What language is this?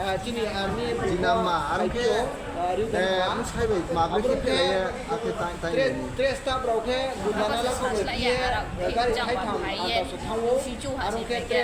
Riang (India)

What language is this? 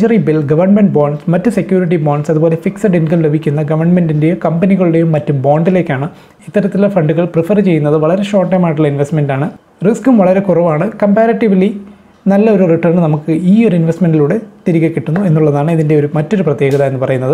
Malayalam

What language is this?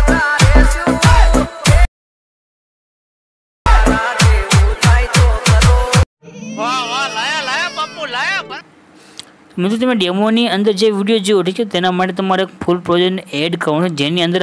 Gujarati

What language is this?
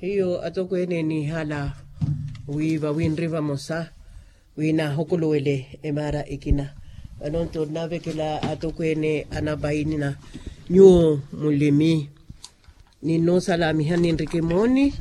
Makhuwa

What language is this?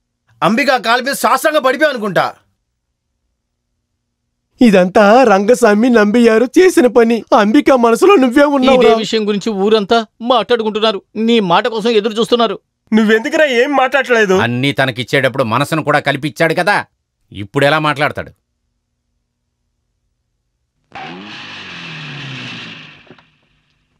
Telugu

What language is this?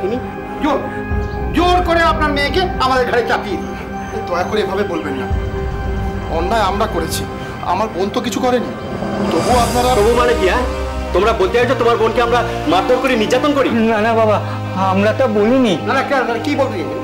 Bangla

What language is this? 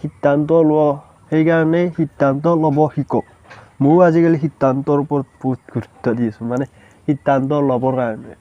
Assamese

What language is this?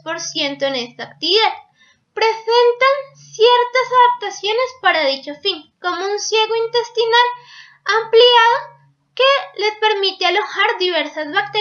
Spanish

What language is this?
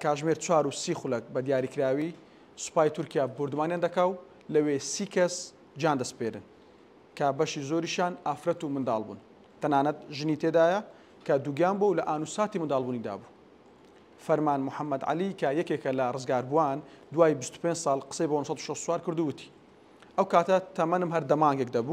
Central Kurdish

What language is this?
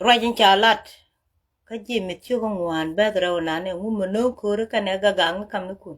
Nuer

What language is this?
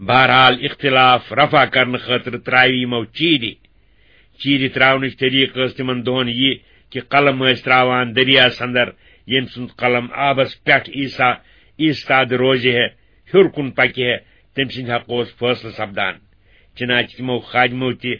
Kashmiri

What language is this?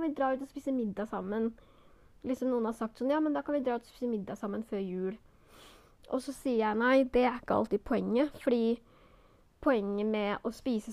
Norwegian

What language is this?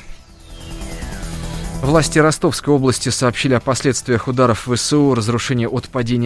Russian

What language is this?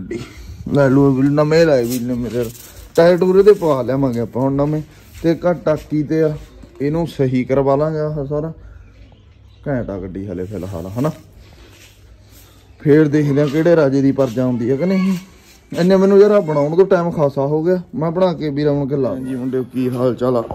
Punjabi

